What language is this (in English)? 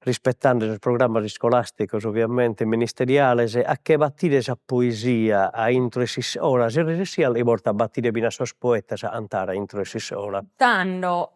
Sardinian